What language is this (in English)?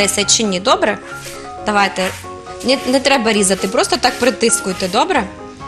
Ukrainian